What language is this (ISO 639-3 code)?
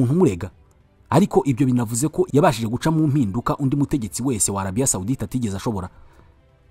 kin